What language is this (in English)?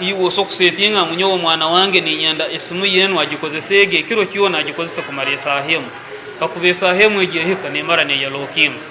Nyankole